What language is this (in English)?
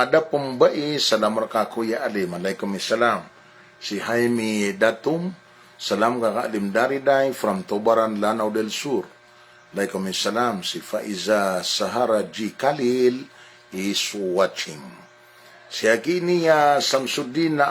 Maranao